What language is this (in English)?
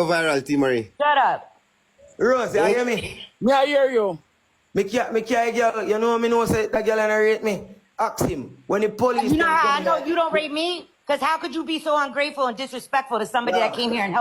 Jamaican Creole English